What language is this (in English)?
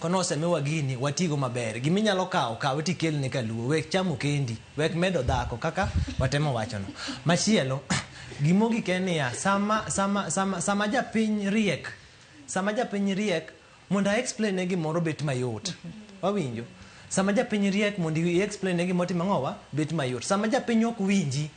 Luo (Kenya and Tanzania)